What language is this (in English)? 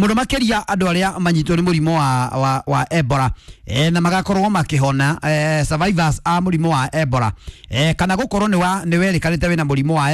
Kikuyu